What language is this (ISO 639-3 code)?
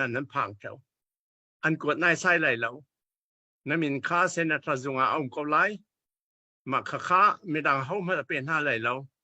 cnh